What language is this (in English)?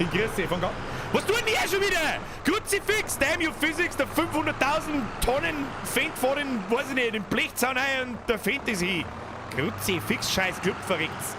Bavarian